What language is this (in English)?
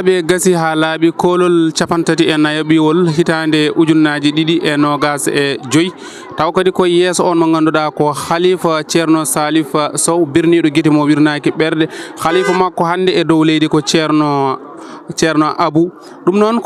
Fula